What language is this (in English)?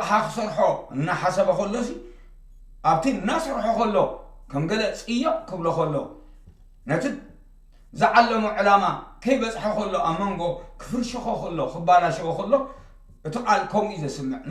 Tigrinya